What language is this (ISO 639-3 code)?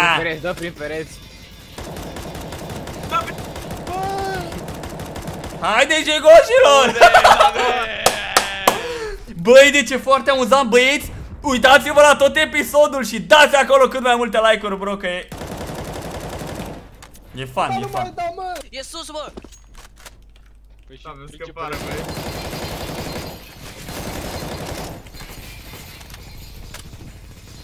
ron